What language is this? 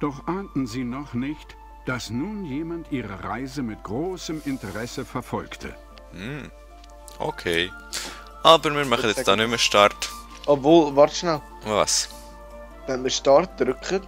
Swiss German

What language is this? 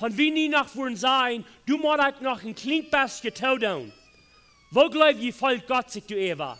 Plautdietsch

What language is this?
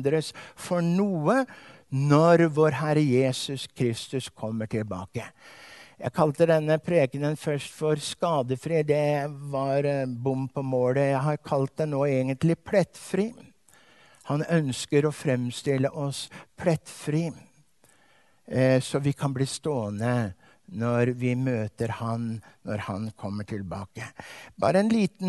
Norwegian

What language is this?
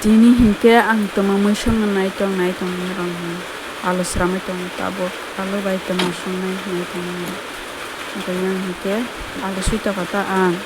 Kok Borok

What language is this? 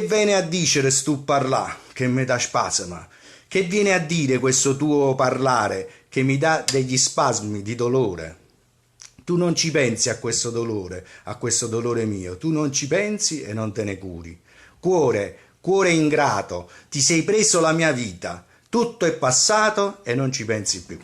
Neapolitan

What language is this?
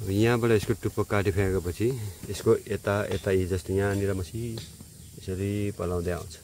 Nepali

